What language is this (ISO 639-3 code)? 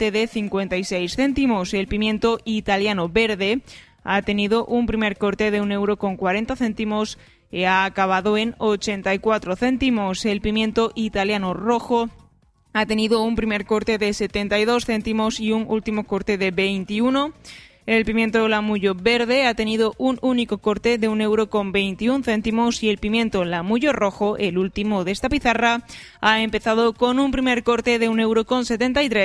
spa